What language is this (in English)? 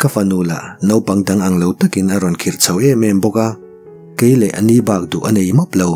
Mizo